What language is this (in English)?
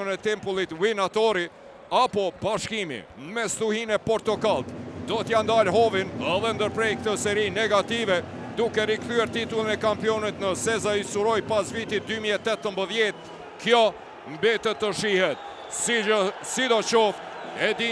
Albanian